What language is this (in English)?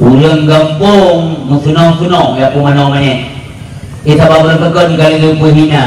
Achinese